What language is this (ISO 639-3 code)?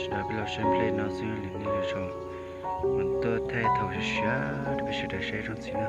hmn